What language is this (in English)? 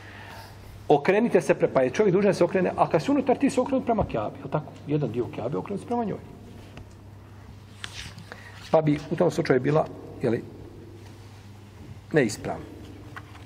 Bosnian